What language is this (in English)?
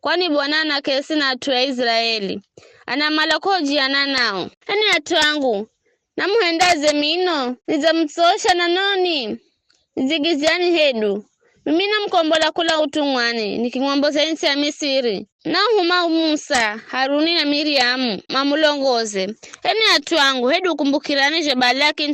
Giryama